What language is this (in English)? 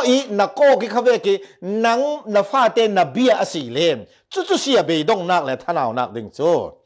Falam Chin